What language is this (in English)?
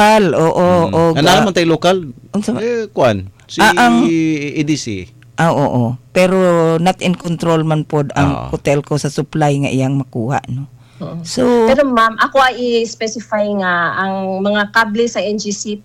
Cebuano